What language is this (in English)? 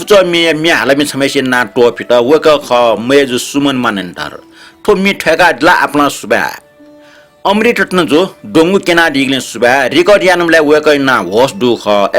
Newari